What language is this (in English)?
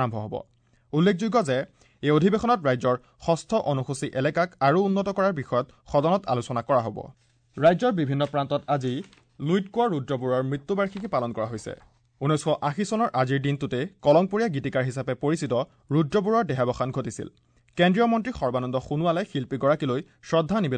Assamese